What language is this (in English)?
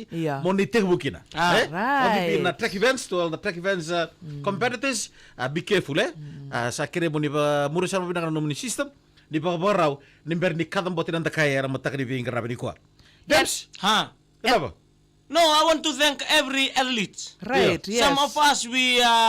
Fijian